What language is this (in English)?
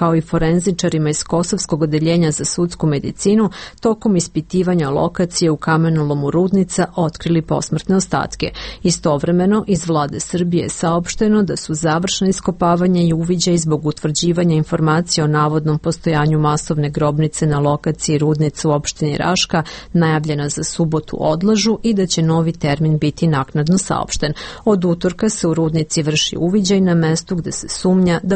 Serbian